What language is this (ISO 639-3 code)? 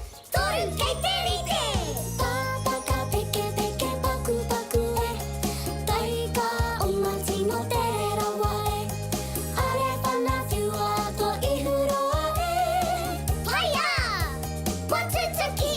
mri